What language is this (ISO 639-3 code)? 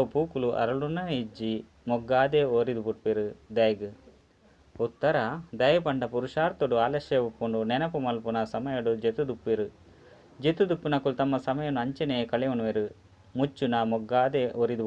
tcy